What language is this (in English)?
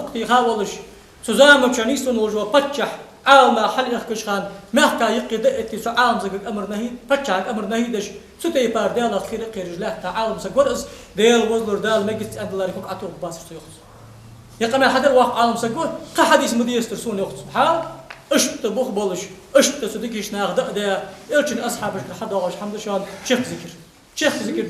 Ingush